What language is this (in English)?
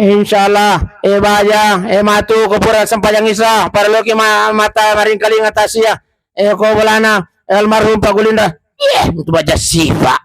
Buginese